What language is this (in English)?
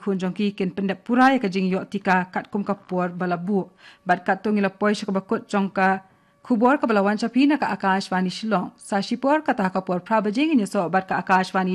Khasi